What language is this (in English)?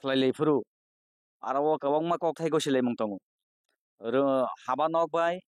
Kok Borok